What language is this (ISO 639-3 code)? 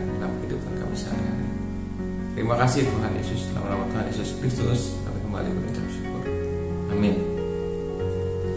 ind